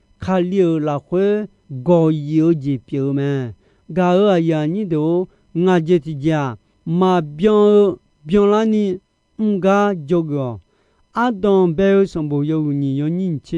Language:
Akha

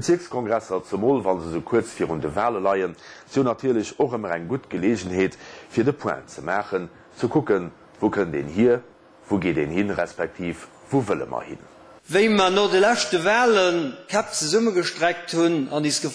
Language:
Luxembourgish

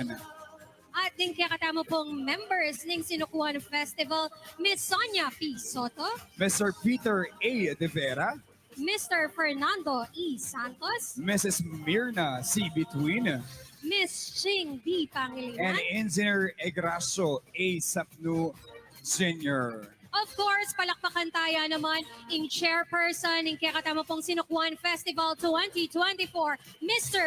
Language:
Pampanga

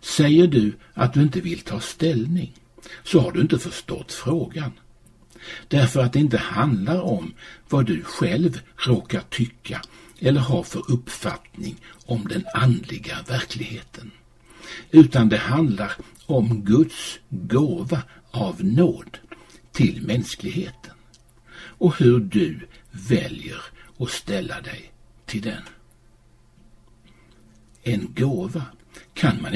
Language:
Swedish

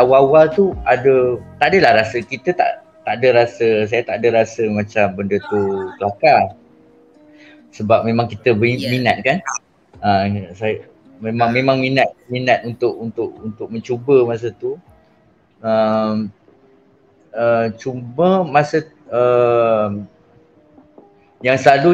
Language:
Malay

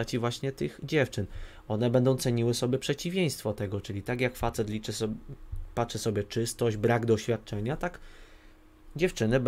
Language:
Polish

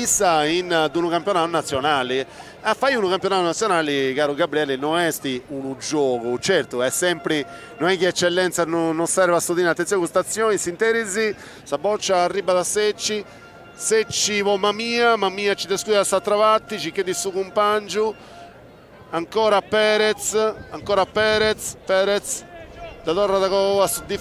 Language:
Sardinian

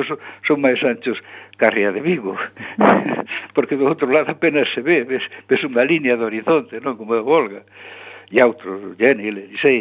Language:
Galician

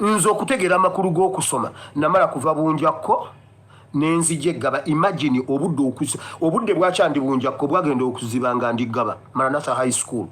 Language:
Ganda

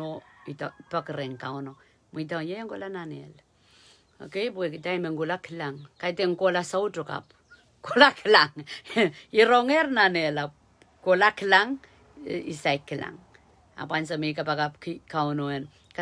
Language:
Pohnpeian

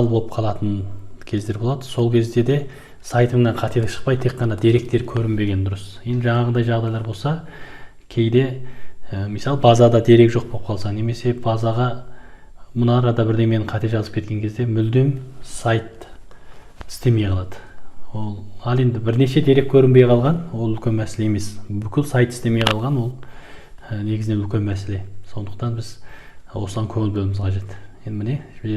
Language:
Kazakh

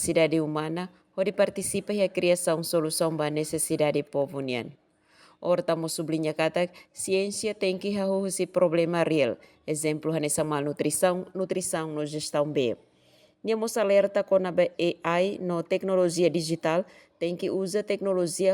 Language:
Tetum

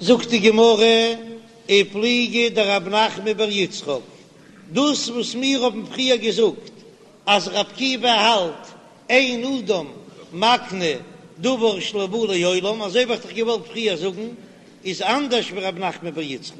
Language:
Yiddish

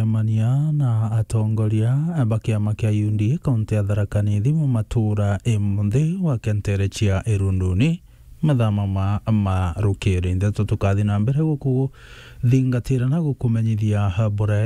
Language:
Meru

